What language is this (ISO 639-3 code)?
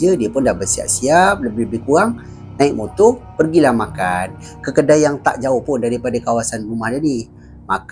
msa